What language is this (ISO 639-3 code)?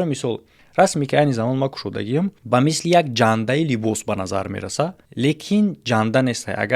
tgk